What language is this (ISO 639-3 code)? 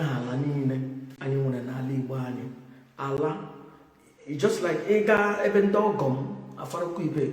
ibo